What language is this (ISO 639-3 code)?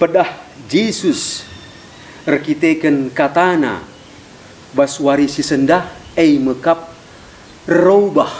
btx